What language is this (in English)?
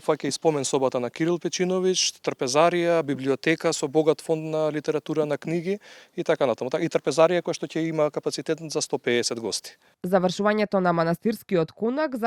Macedonian